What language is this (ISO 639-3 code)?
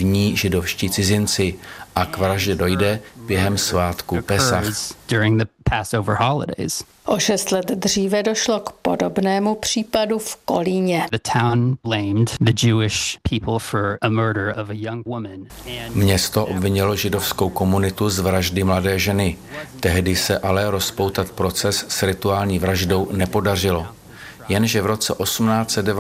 ces